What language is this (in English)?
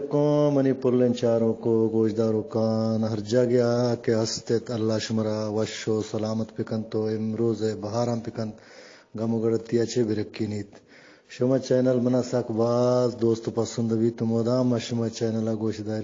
Eastern Balochi